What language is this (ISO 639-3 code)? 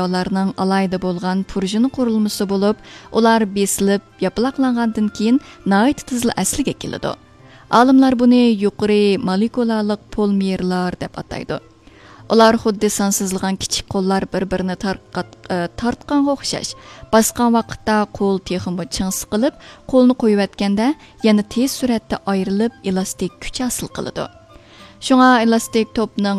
uig